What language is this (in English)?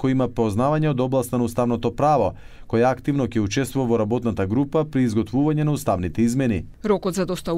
Macedonian